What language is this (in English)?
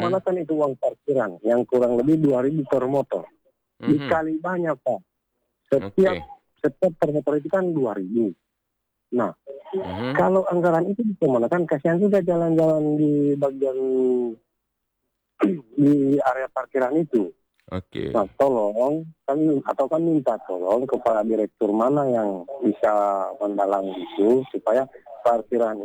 Indonesian